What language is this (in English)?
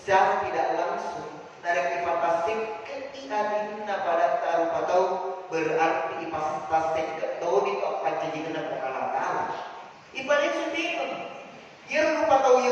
Buginese